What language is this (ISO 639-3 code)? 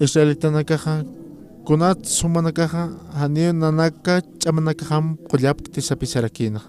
aym